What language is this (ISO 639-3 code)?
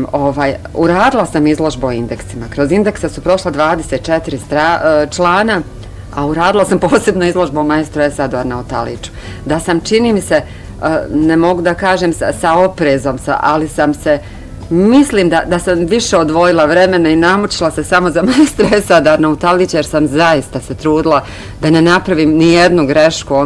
bos